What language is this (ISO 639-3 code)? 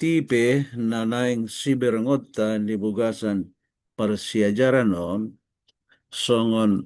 bbc